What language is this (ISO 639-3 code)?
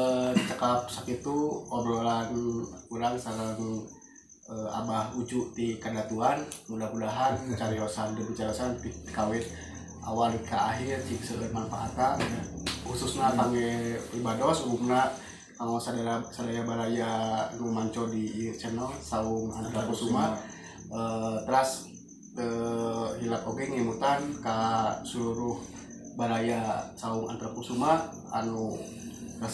sun